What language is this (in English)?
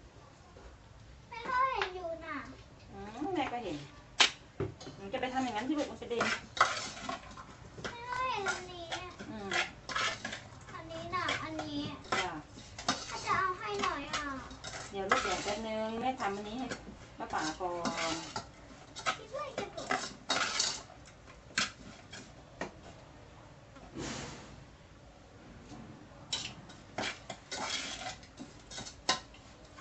Thai